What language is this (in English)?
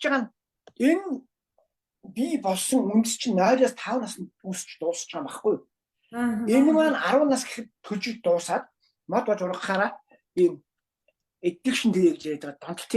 Mongolian